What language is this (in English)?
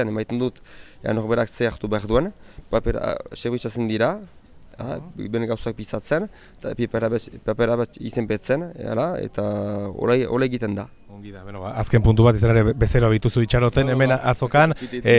Basque